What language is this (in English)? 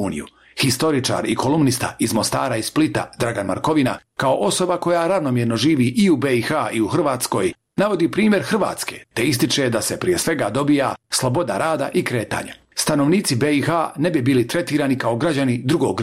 Croatian